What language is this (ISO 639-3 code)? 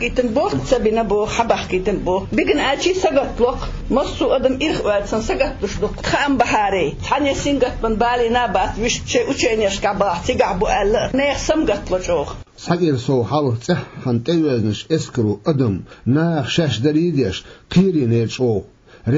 che